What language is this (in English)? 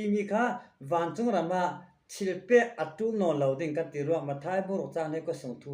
Falam Chin